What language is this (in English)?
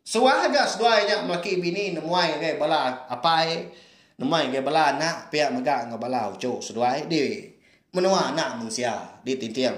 Iban